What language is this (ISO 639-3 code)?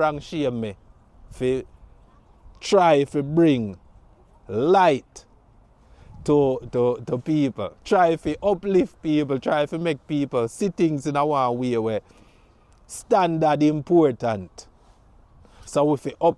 jam